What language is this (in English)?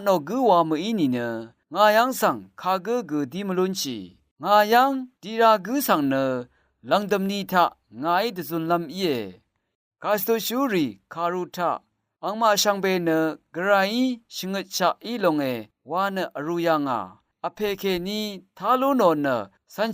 Rawang